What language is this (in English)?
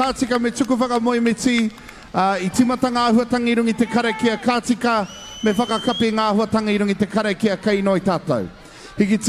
Māori